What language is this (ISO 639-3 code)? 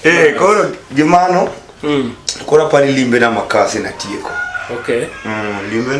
luo